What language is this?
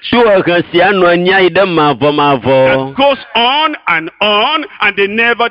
Ewe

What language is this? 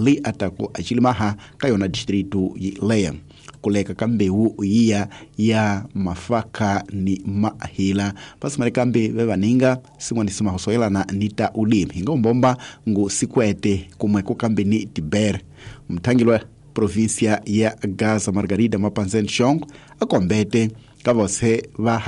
Tsonga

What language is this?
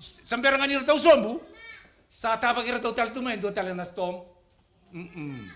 Fijian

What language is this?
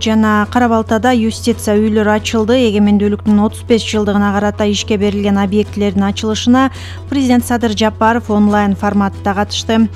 Kyrgyz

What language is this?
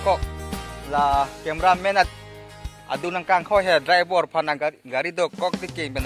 Karbi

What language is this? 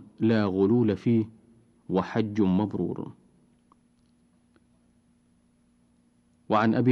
Arabic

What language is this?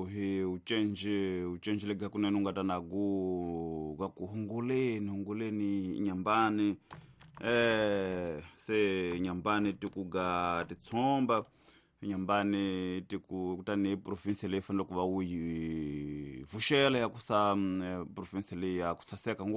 Tsonga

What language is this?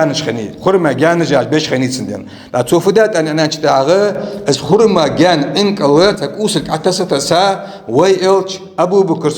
Ingush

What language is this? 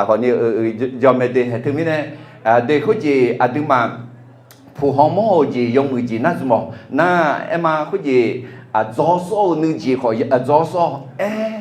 Akha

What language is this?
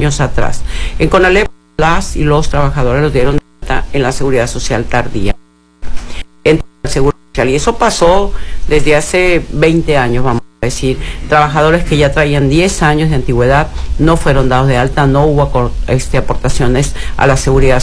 Spanish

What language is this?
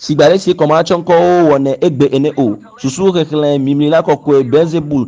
Ewe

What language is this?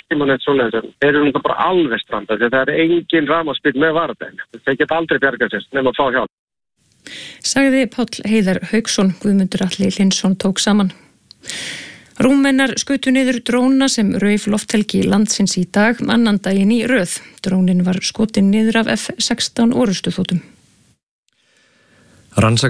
Icelandic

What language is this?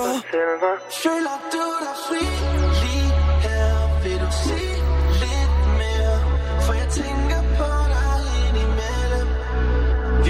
Danish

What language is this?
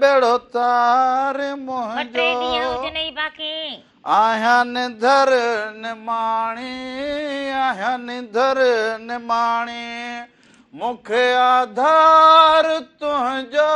Sindhi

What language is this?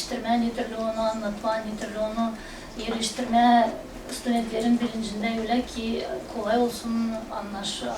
Gagauz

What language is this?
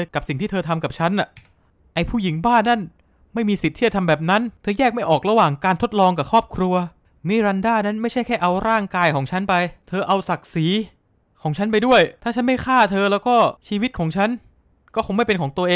Thai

